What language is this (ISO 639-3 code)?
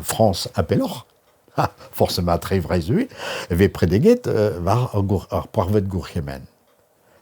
bre